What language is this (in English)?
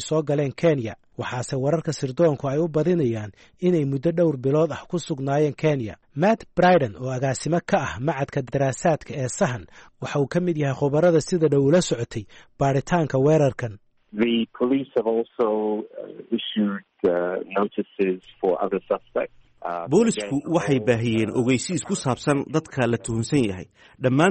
Somali